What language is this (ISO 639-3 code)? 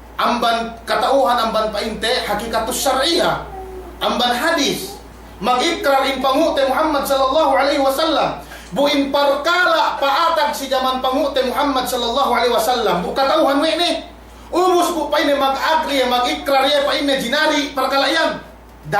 yka